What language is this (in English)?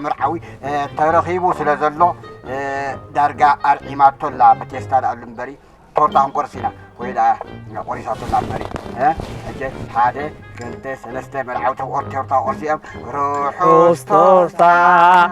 Tigrinya